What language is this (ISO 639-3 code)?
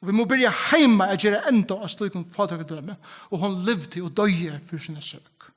fao